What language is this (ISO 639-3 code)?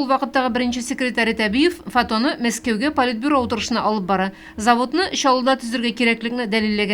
tat